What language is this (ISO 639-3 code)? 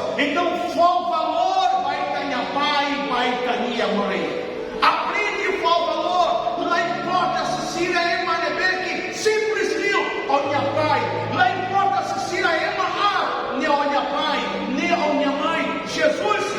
tet